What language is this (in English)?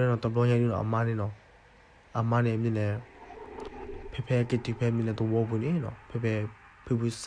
S'gaw Karen